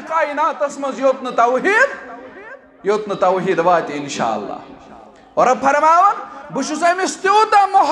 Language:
Kashmiri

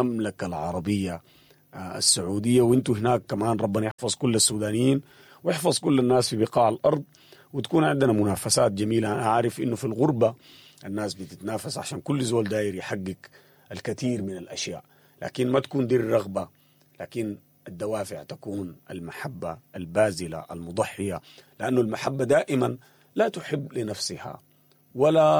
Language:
Sudanese Arabic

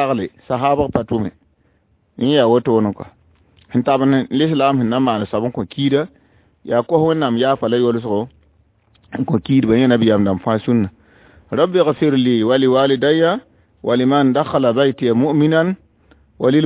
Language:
Mossi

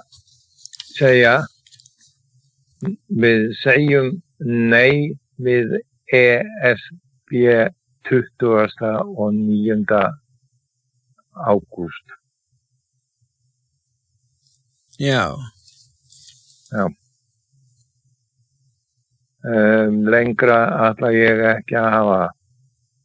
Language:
Icelandic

